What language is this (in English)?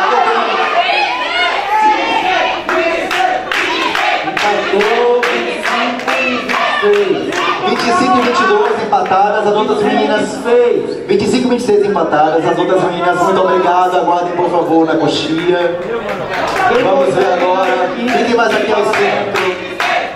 Portuguese